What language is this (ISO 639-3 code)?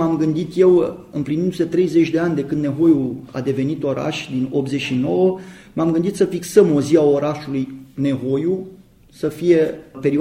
ron